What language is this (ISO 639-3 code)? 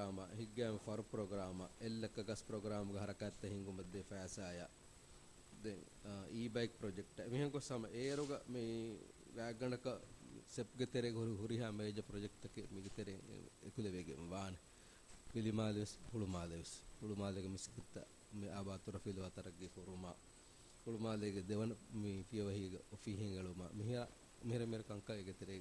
div